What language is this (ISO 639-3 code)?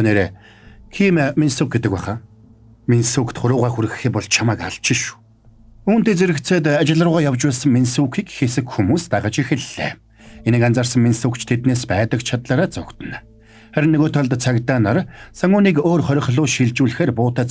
mon